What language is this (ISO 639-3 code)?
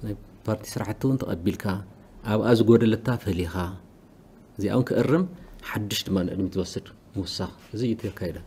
tir